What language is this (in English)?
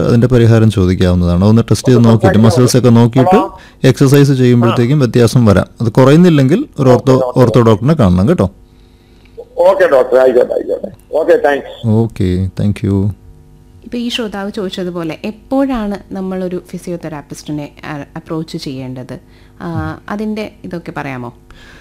Malayalam